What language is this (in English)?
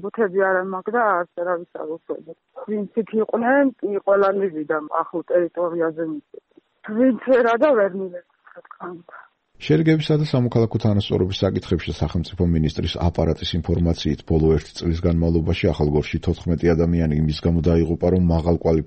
Georgian